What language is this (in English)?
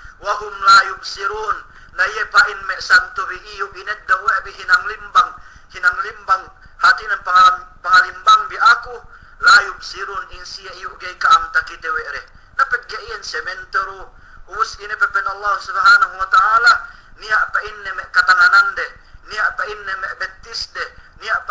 Yakan